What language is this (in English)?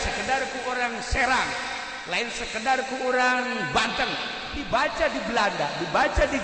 Sundanese